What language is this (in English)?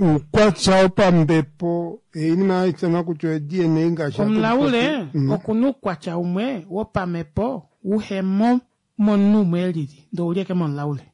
Kuanyama